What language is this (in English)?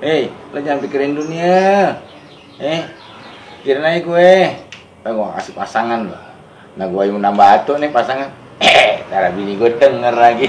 Betawi